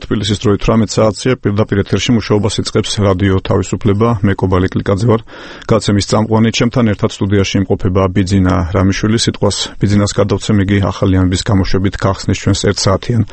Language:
Georgian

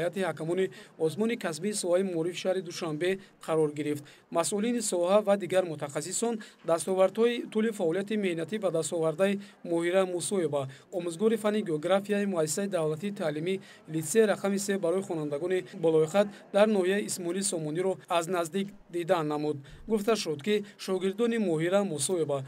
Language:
Tajik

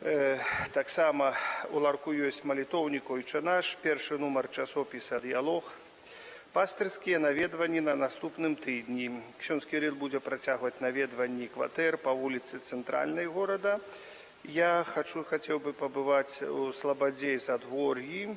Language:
Belarusian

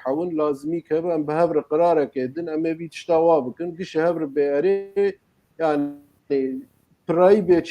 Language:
Kurdish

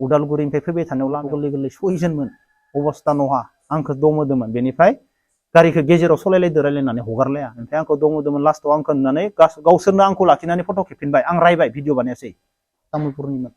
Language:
Bodo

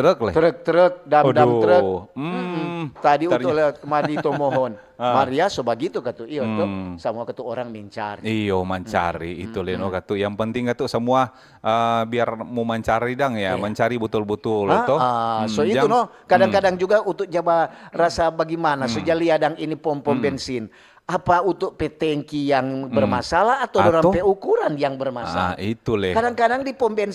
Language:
Manado Malay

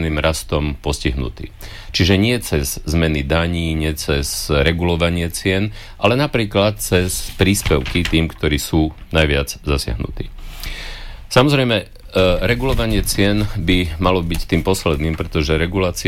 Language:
Slovak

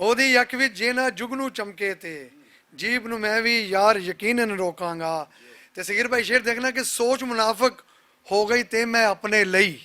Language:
Western Panjabi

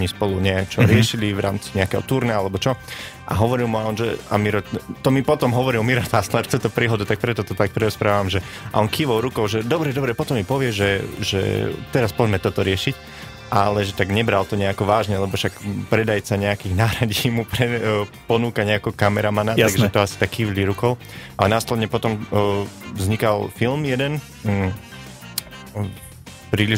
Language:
Slovak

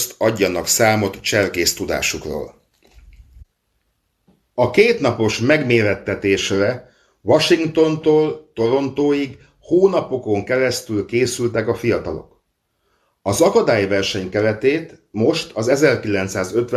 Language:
Hungarian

